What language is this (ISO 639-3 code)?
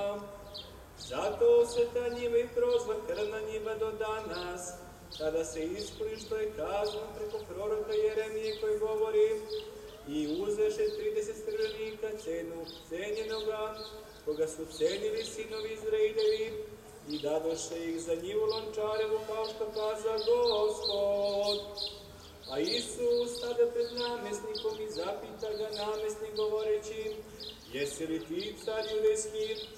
srp